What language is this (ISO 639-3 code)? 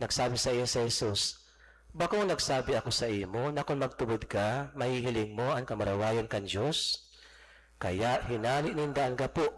bik